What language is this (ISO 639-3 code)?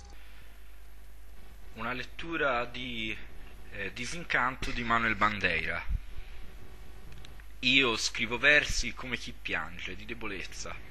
ita